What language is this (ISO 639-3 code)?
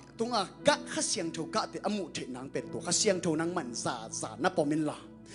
ctd